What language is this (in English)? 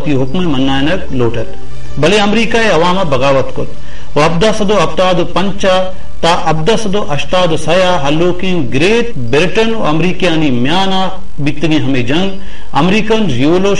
Baluchi